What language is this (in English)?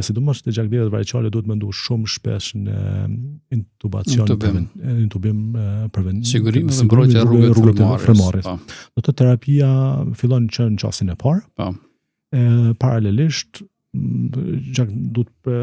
Albanian